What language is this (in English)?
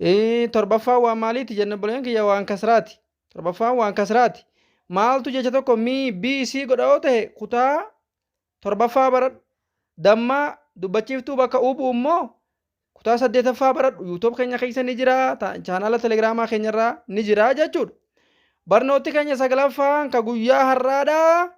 Oromo